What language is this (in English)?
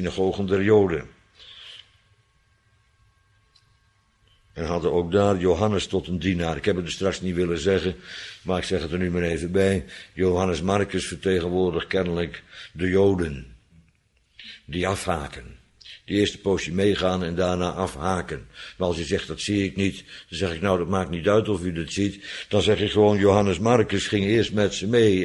Dutch